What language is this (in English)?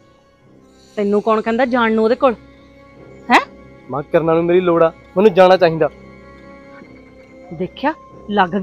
Punjabi